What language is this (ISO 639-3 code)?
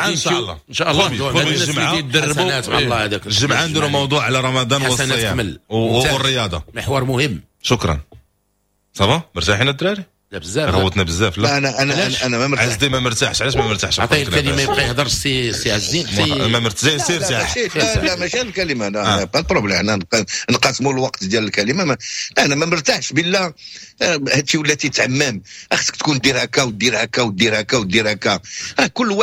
ary